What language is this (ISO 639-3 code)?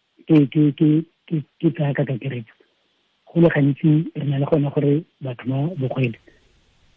tsn